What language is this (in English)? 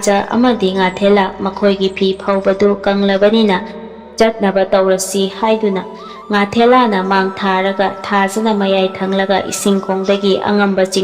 Manipuri